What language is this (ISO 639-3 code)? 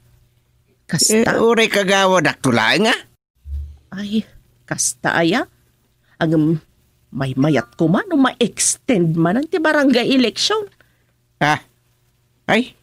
ilo